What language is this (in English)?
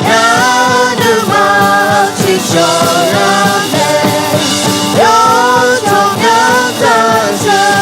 Akha